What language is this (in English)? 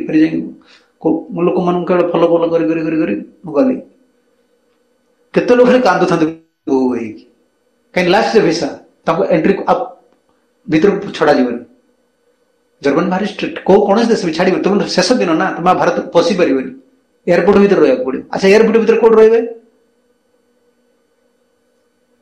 Odia